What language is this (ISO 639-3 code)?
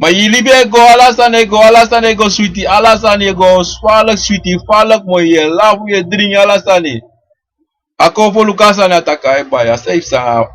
srn